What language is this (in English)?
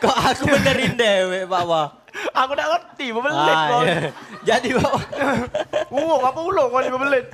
Musi